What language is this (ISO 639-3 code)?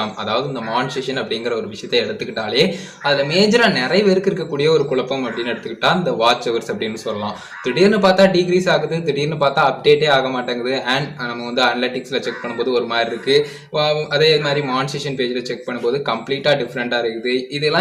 tam